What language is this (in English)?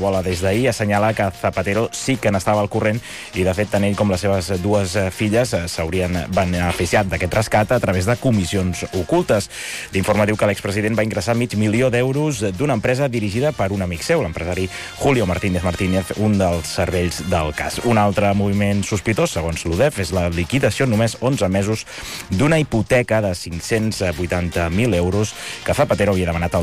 Catalan